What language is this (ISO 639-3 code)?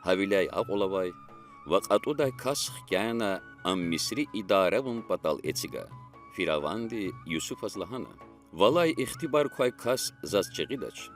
lez